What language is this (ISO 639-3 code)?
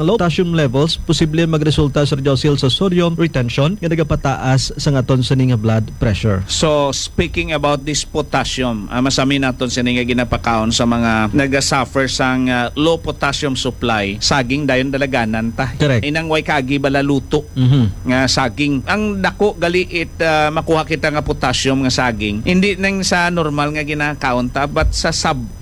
hil